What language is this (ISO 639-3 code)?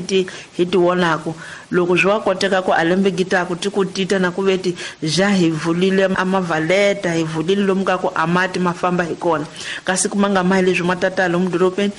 tso